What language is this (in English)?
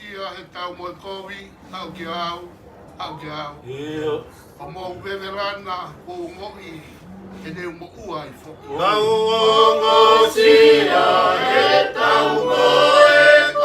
Tongan